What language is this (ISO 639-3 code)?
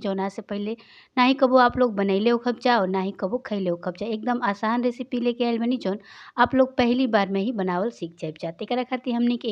bho